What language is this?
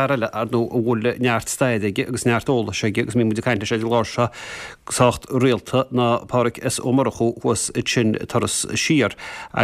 Irish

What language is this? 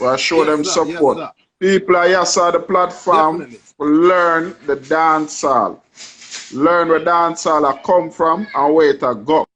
Jamaican Creole English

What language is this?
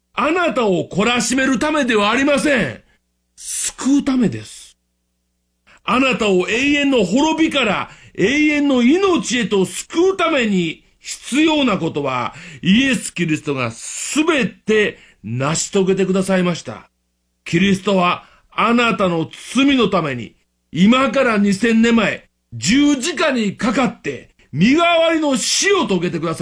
Japanese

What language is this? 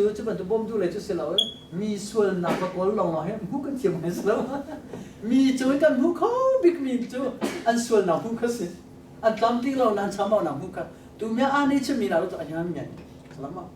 Hakha Chin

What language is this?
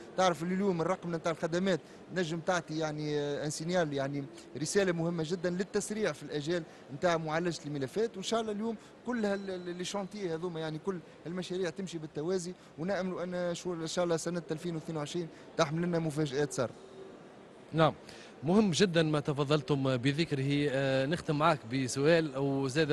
Tunisian Arabic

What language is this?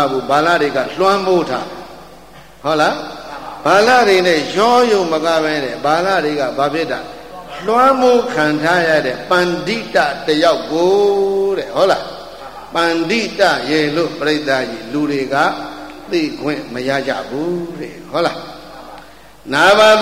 Burmese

